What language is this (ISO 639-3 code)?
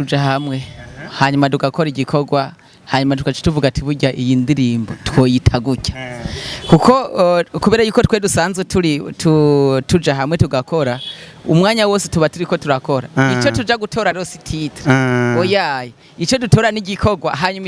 run